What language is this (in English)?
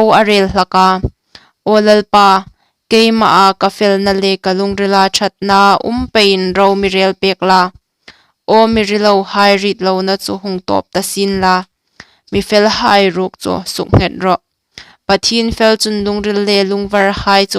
Hmar